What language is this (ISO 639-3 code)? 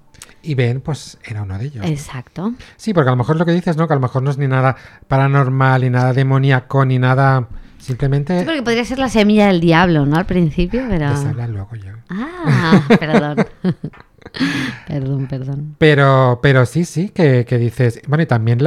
spa